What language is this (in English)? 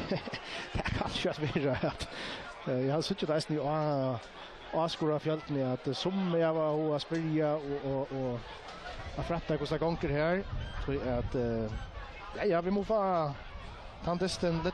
Faroese